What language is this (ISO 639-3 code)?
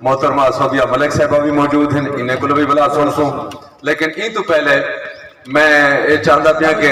skr